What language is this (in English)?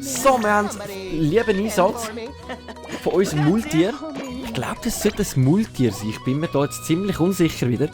Swiss German